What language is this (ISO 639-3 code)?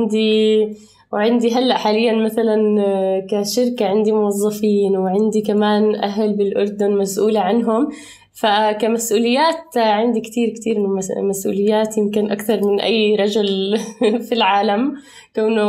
apc